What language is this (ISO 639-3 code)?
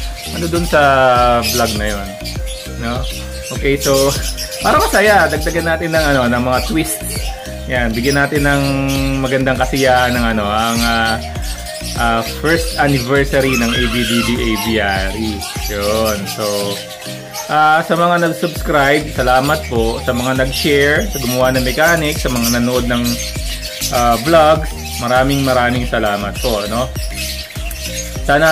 fil